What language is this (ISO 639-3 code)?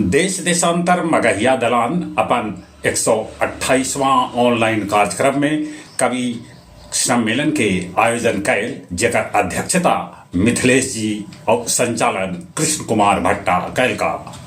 mag